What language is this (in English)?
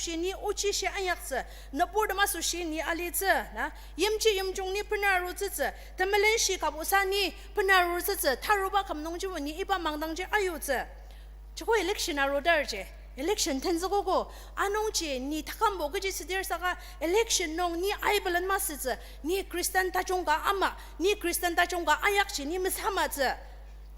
Ao Naga